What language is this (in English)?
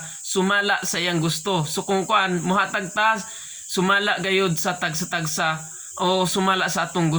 Cebuano